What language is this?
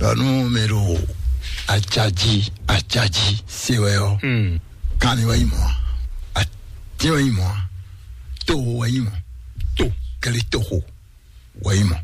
Fon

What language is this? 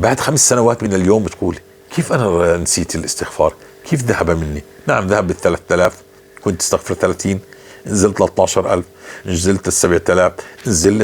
North Levantine Arabic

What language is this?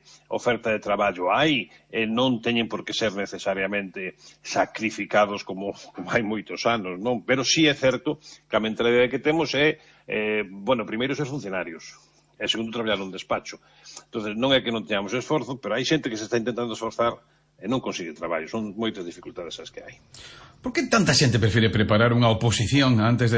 Galician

